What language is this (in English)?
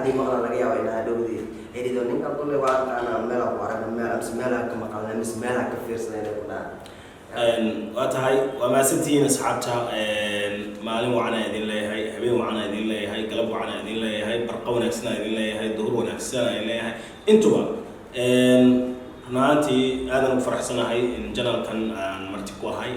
Somali